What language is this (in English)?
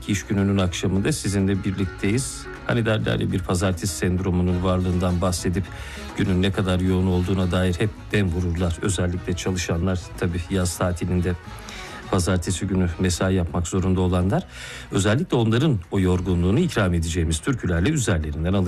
Turkish